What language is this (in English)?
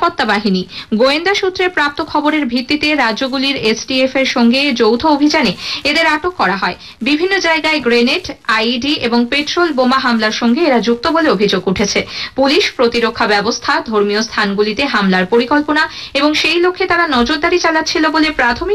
Bangla